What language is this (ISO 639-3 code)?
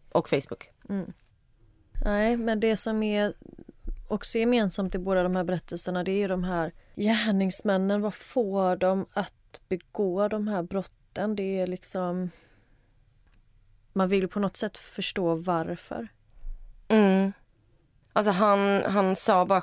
swe